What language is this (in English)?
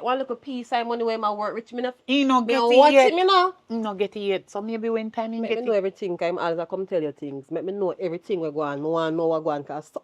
Jamaican Creole English